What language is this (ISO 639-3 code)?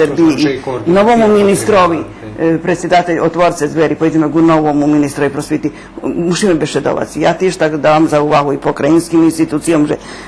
rue